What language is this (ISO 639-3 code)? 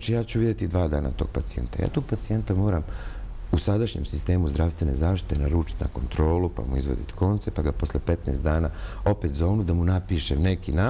bos